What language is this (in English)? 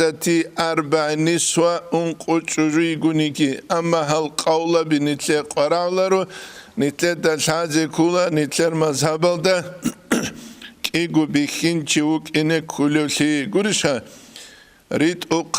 Avaric